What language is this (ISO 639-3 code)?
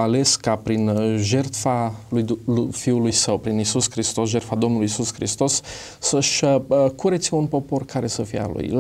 ron